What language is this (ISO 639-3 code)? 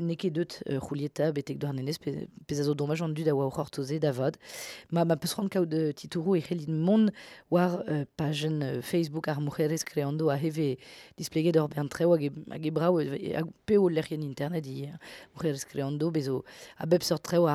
bre